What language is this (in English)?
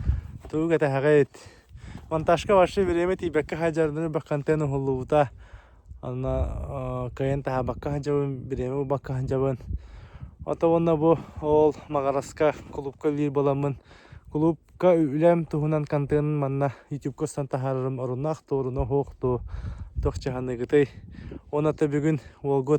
Yakut